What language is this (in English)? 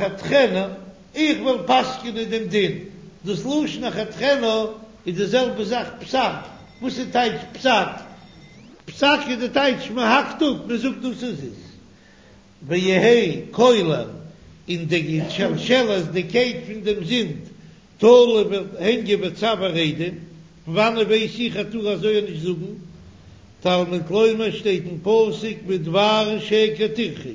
Yiddish